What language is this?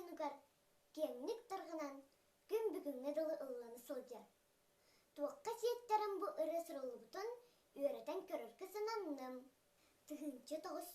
Yakut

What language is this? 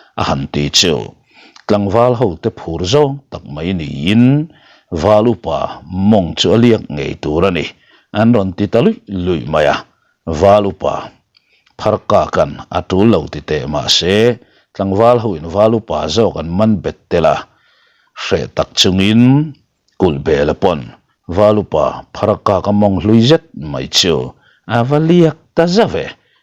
Mizo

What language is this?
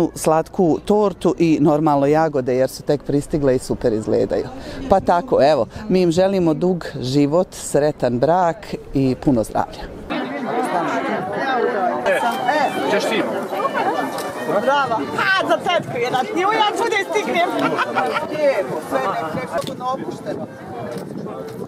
Bosnian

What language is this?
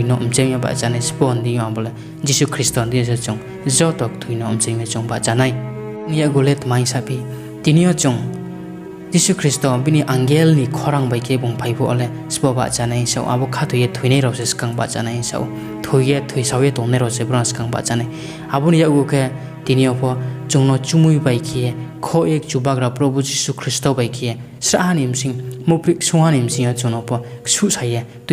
Riang (India)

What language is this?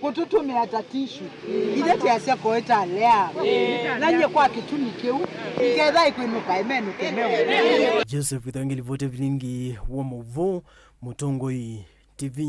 Kamba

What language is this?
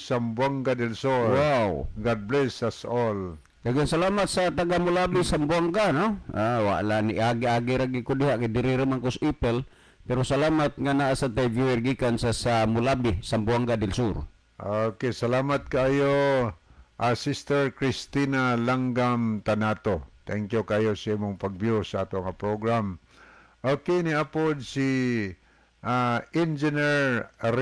Cebuano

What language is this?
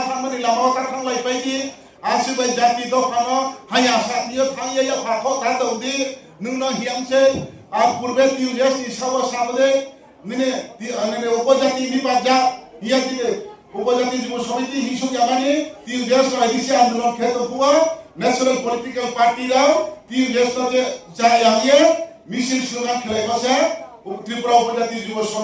Riang (India)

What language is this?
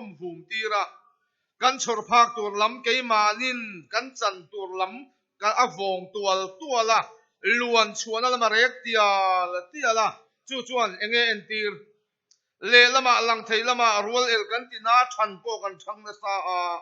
Mizo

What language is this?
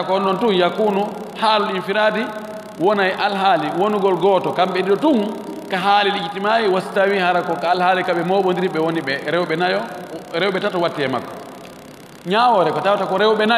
Fula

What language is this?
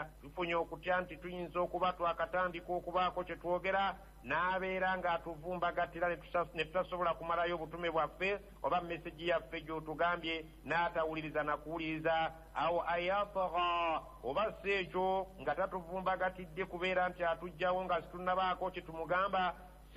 Ganda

